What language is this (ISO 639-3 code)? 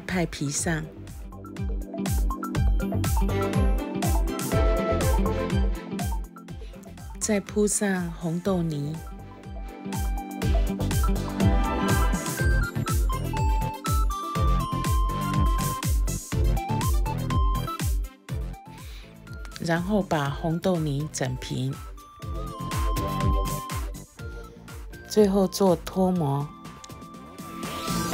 zho